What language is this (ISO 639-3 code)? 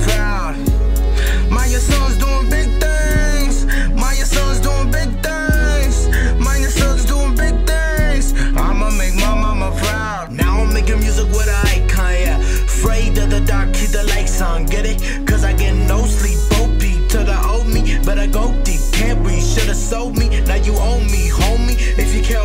eng